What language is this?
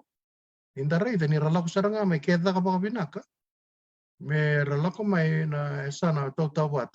Fijian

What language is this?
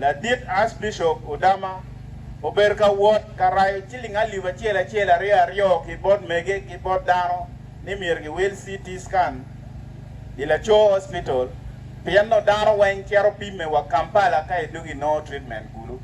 Acoli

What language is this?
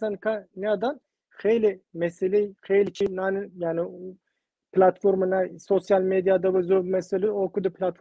Zaza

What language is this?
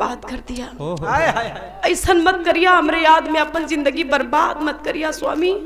Bhojpuri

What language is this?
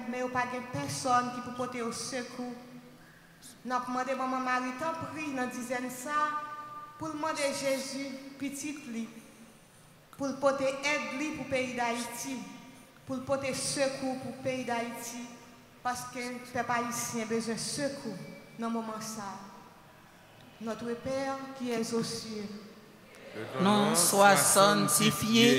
French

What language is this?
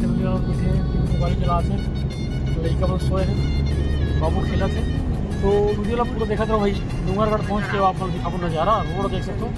Chhattisgarhi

